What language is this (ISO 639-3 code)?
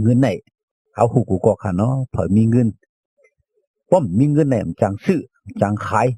shn